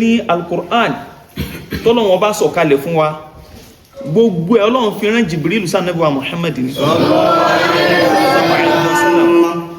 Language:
Yoruba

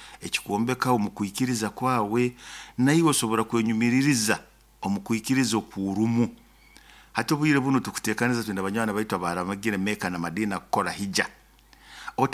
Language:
Nyoro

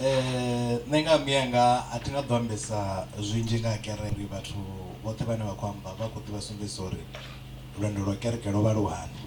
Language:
Venda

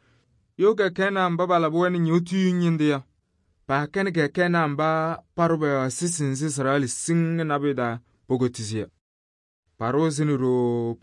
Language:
Kabiyè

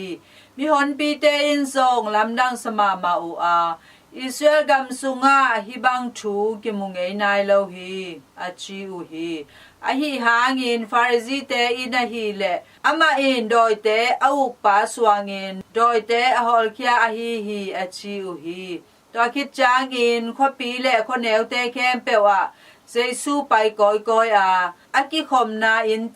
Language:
Tedim Chin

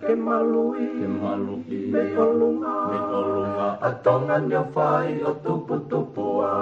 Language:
Tongan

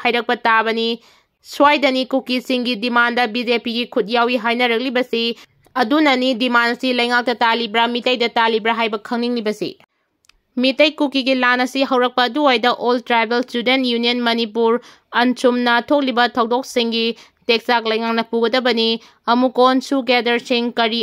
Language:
Manipuri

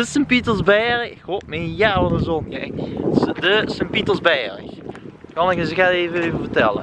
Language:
Limburgish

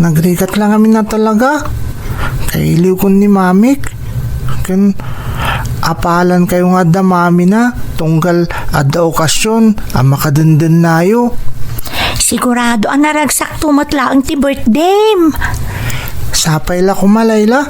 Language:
Iloko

